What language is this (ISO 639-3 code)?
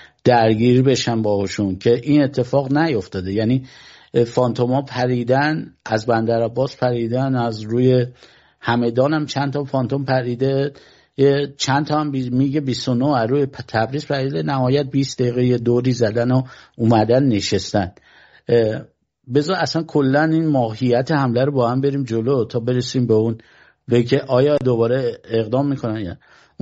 fas